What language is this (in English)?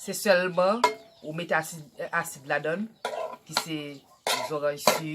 Haitian Creole